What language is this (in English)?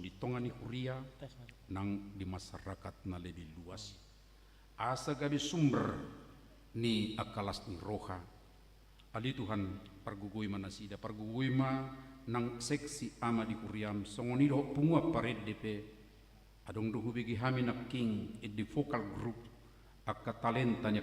Batak Toba